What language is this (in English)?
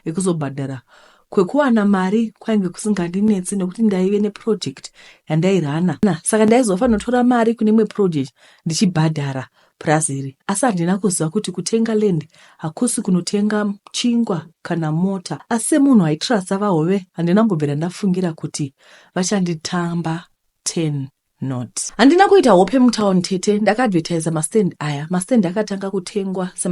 Shona